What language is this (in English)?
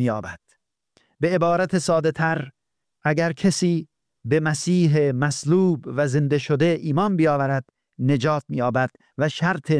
Persian